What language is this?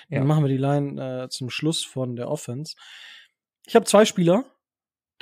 German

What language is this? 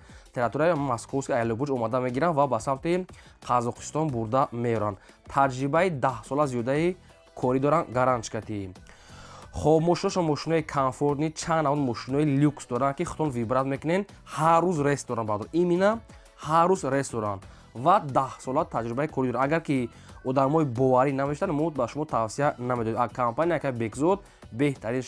Tajik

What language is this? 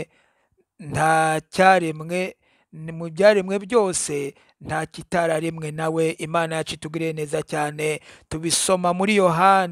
Kinyarwanda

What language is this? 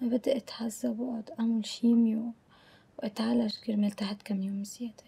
North Levantine Arabic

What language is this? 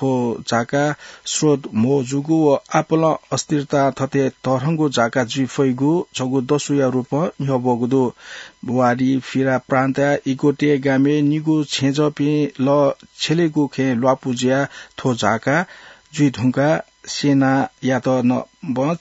Newari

